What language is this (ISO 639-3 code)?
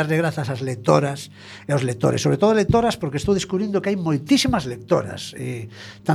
glg